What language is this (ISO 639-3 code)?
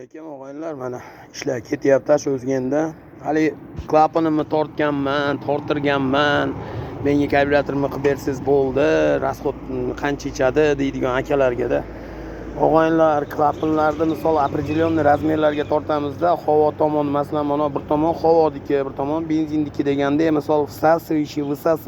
uzb